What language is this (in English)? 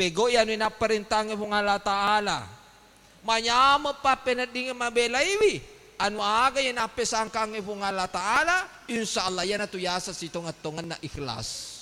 Buginese